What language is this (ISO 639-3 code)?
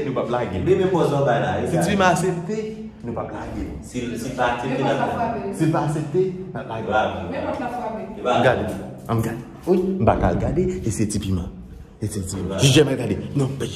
hat